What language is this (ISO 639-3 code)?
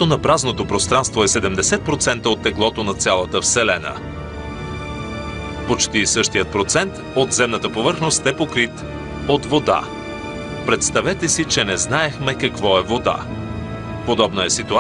bul